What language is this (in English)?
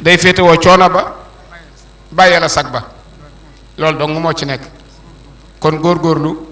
Wolof